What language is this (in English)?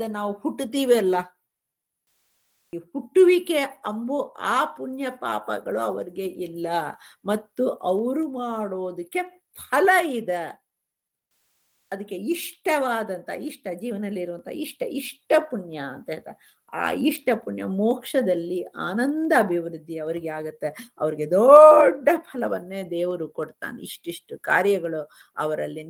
Kannada